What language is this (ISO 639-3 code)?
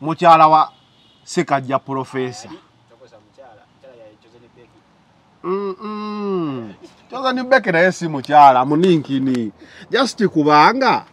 lug